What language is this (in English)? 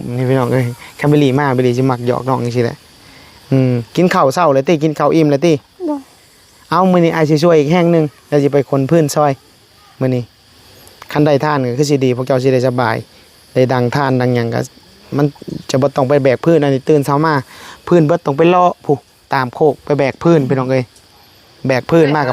Northeastern Thai